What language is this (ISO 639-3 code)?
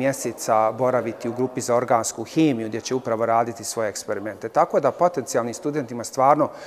bos